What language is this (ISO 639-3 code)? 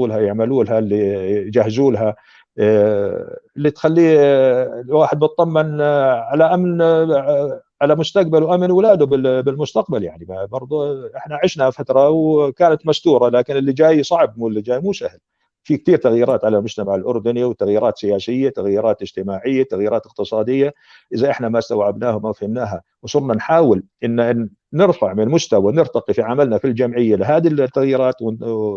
apc